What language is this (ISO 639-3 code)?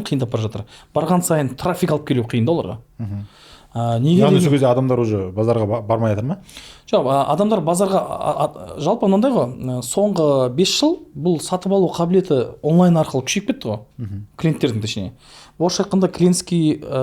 kaz